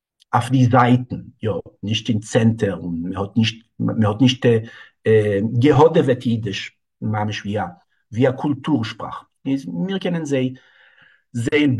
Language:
Yiddish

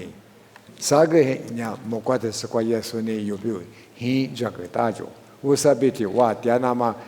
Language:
Lisu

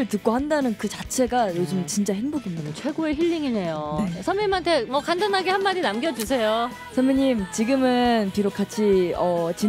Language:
Korean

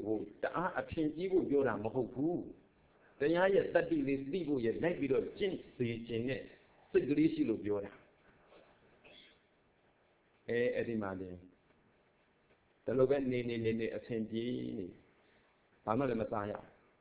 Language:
Burmese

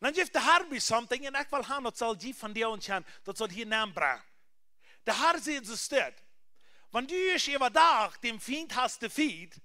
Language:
Plautdietsch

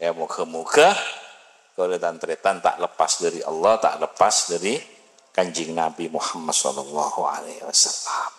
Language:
Madurese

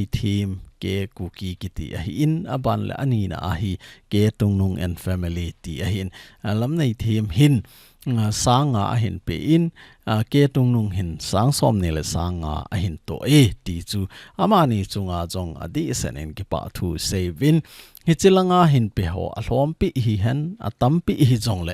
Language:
Thado Chin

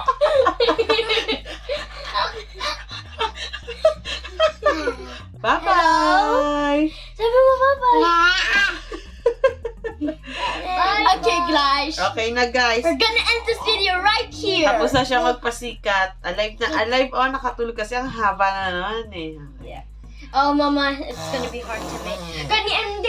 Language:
Filipino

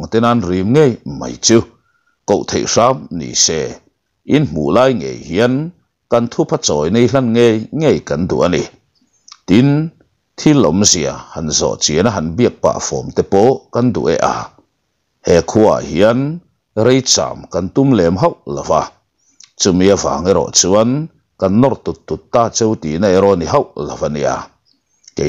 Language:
Mizo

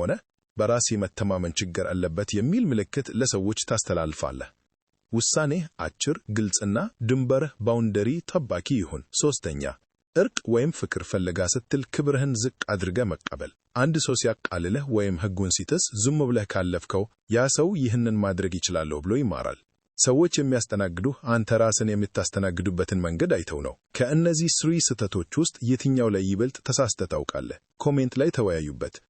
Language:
Amharic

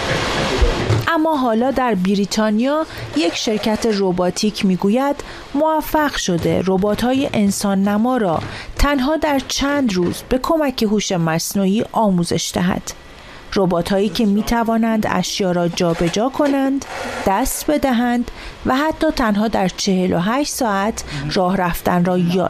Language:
Persian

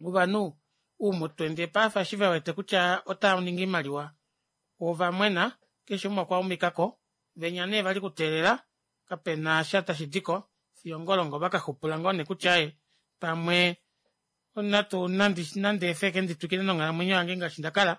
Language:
Kuanyama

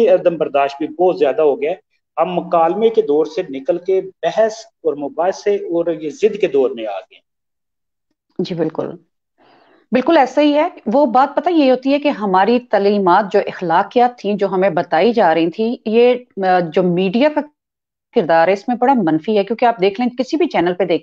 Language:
Urdu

